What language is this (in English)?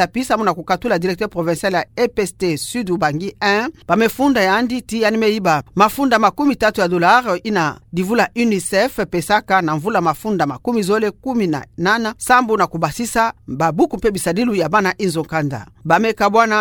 Kituba (Democratic Republic of Congo)